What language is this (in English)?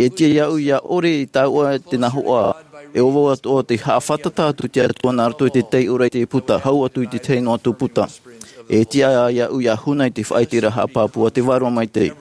Tahitian